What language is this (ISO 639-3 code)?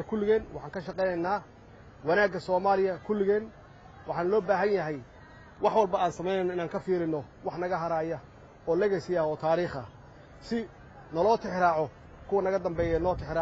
som